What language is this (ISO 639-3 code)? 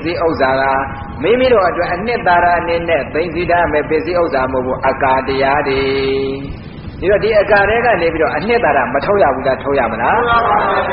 mya